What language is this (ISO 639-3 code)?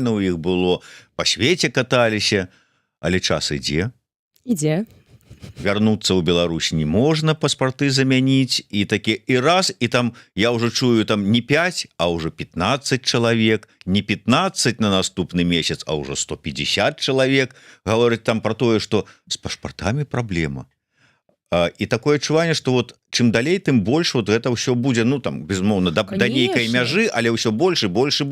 bel